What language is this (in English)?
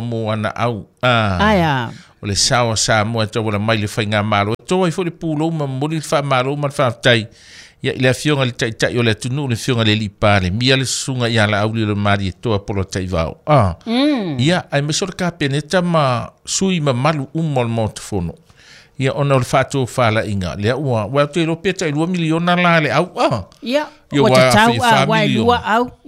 Samoan